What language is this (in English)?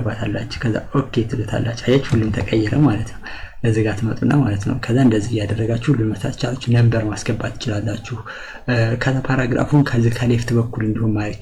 Amharic